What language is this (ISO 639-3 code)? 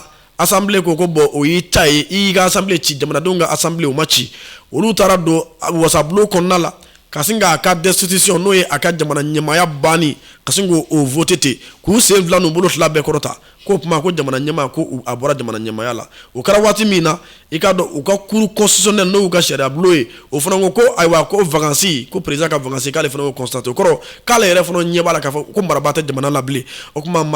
bam